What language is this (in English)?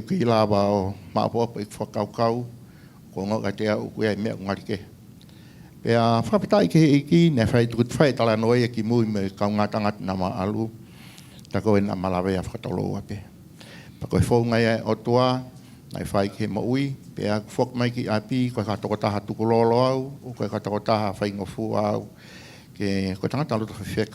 Tongan